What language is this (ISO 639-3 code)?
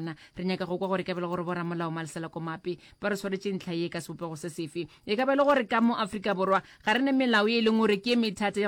nso